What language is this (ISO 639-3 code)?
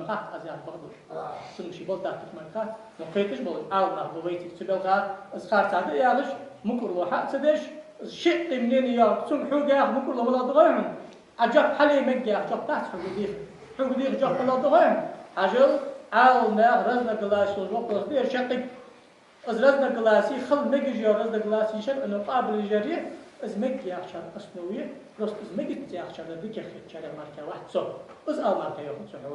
inh